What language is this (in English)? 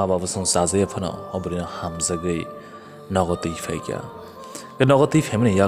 Kok Borok